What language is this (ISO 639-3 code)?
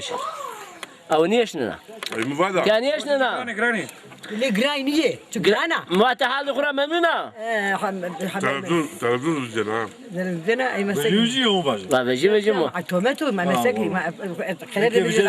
zza